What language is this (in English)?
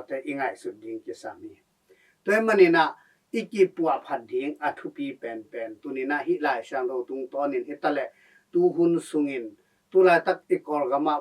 Tedim Chin